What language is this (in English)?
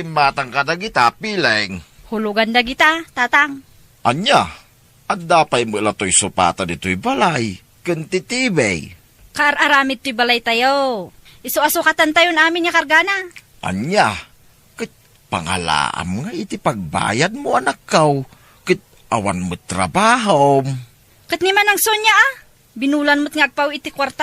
Iloko